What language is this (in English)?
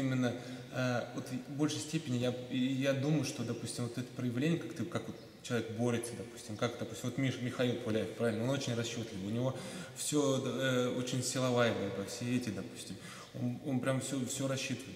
Russian